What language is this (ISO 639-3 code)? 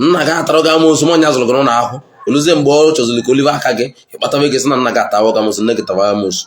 ibo